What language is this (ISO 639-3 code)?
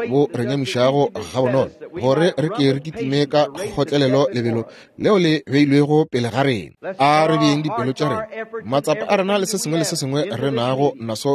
nso